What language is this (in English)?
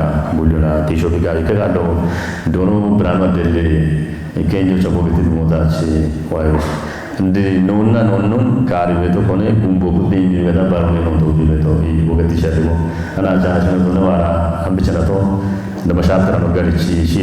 Kafa